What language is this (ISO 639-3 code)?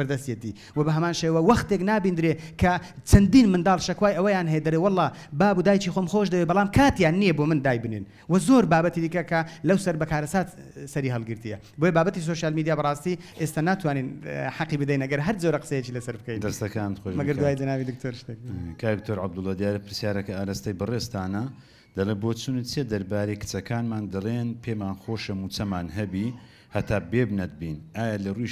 ckb